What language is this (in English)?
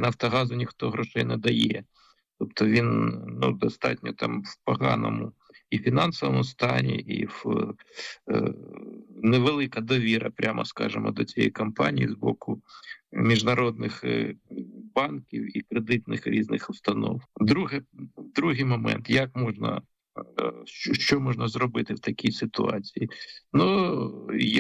Ukrainian